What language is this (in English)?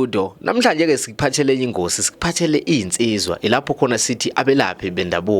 Zulu